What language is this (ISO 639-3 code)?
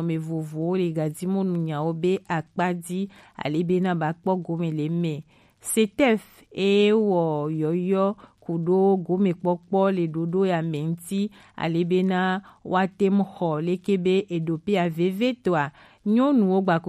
gej